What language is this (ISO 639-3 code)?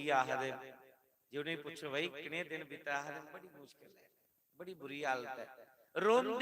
doi